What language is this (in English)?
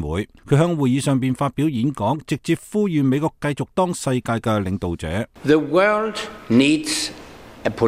Cantonese